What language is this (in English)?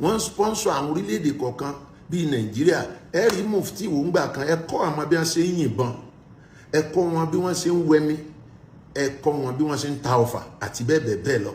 Yoruba